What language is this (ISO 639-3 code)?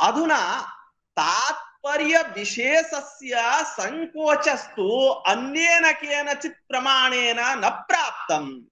san